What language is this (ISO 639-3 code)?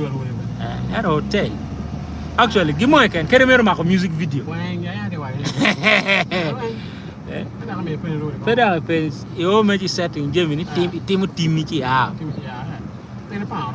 ach